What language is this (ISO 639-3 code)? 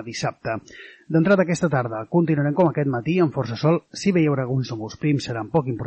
cat